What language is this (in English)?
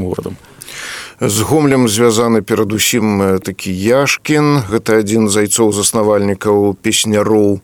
Belarusian